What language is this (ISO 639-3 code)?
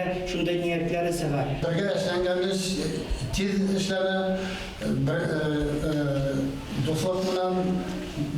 bak